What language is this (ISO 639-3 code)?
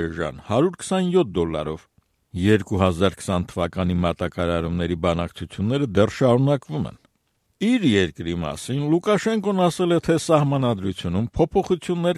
hye